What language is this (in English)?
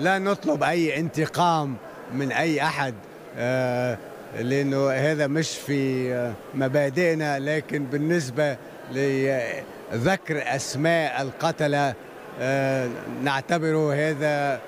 Tunisian Arabic